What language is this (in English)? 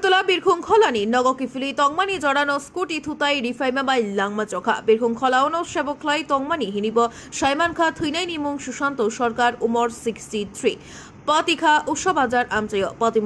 Kok Borok